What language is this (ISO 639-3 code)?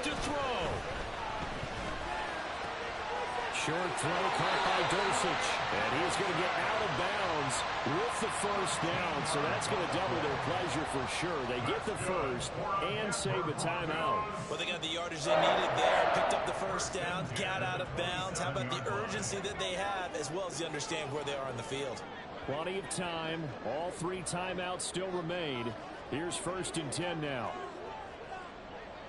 eng